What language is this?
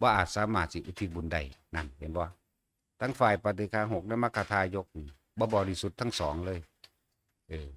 Northeastern Thai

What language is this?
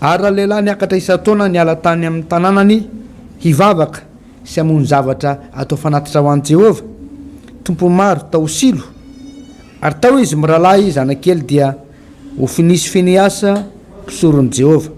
Malagasy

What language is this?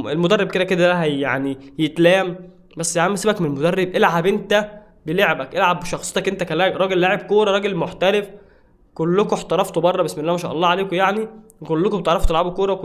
Egyptian Arabic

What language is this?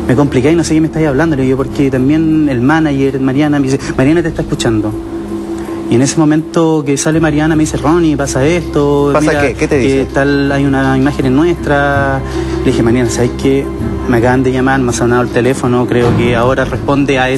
Spanish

